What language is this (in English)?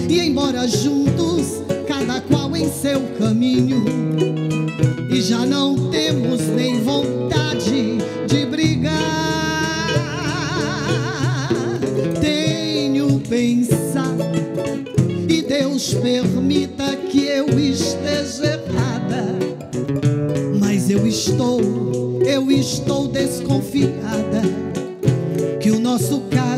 Portuguese